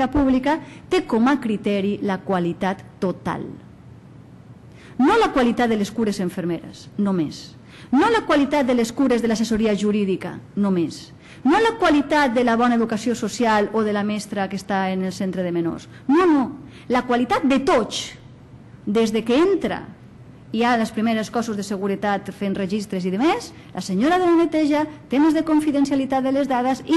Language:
Catalan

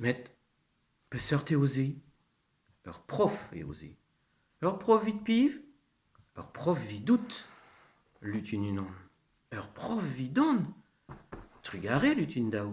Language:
Breton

